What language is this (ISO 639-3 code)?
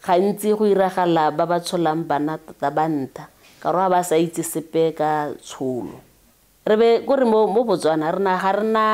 tsn